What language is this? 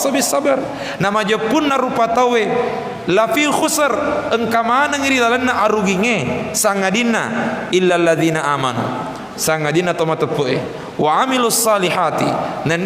Buginese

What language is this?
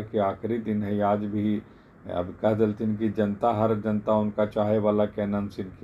Magahi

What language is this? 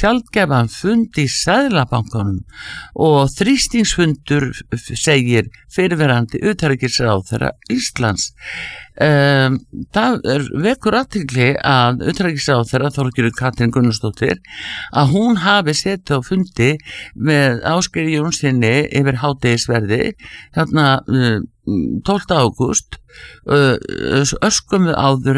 Icelandic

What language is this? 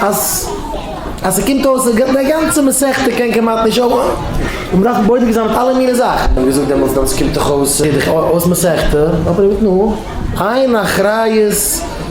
Yiddish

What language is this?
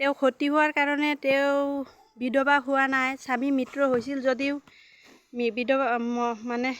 Assamese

